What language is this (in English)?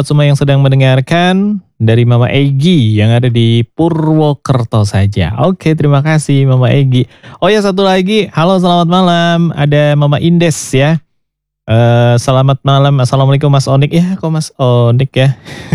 Indonesian